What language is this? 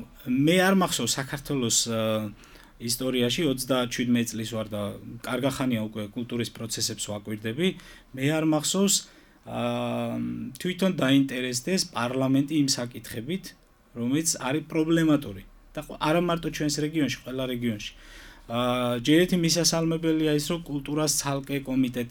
Georgian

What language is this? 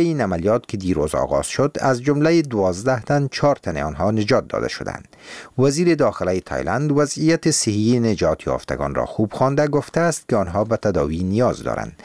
Persian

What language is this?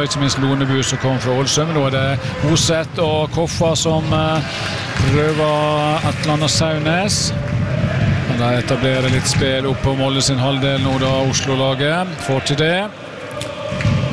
Norwegian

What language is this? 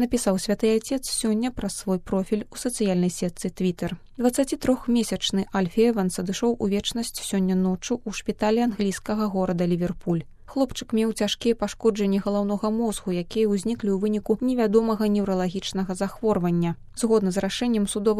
Belarusian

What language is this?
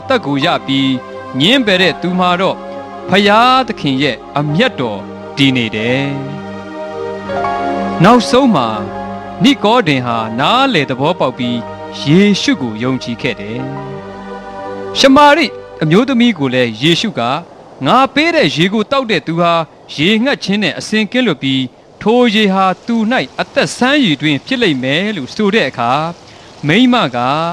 Burmese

